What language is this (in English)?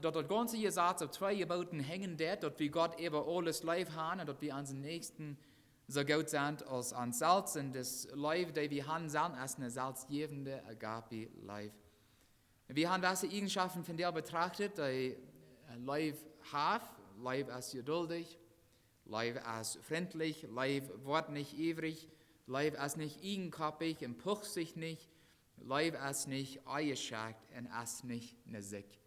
Plautdietsch